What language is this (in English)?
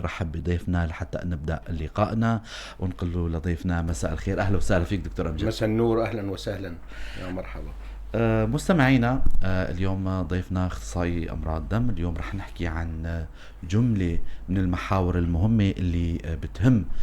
North Levantine Arabic